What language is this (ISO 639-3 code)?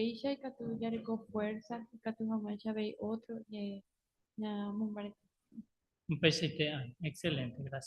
grn